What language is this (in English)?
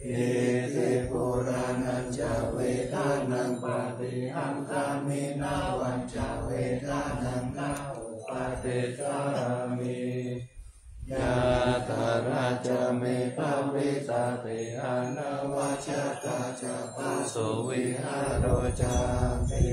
Pali